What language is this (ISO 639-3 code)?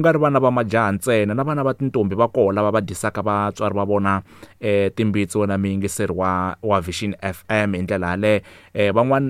tso